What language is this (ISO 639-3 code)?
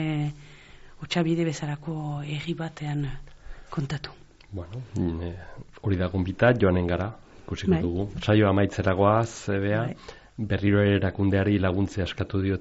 eus